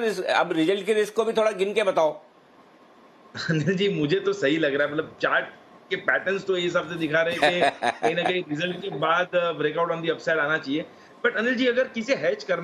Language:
Hindi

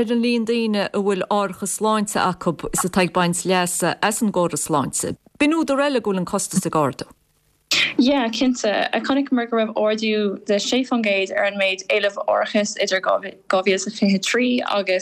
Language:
Irish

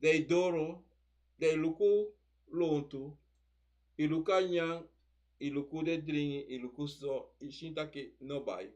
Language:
Sranan Tongo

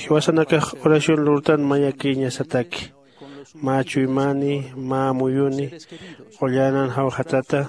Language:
Aymara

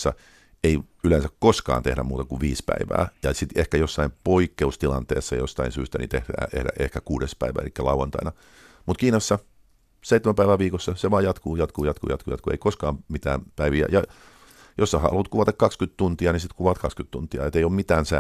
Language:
Finnish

